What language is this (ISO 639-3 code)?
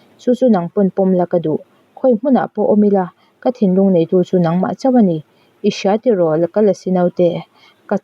lus